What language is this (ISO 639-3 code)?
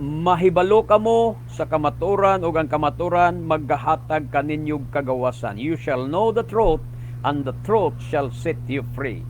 ceb